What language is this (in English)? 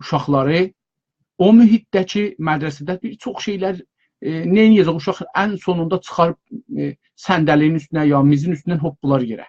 South Azerbaijani